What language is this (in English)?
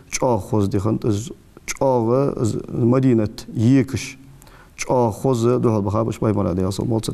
Ingush